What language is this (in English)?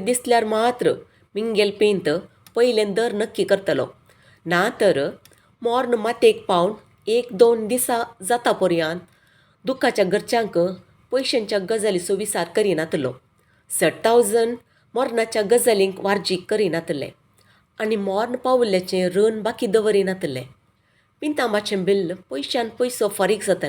Konkani